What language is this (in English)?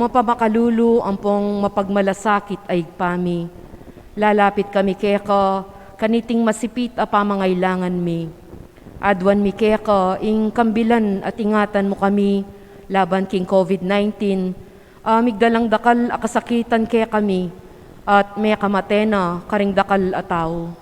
Pampanga